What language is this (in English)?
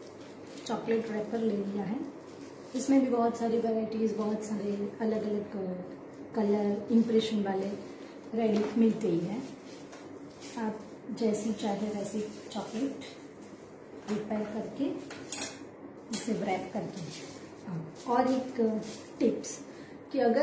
Hindi